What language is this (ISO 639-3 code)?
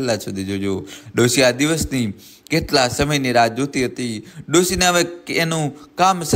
guj